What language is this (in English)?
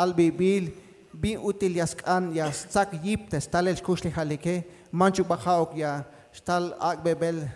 Tzeltal